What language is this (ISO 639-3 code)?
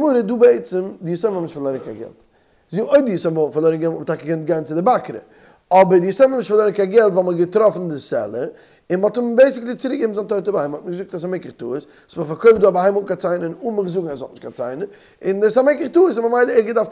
yid